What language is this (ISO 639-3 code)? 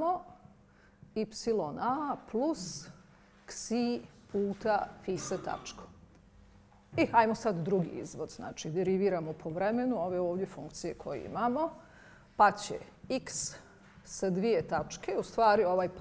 bos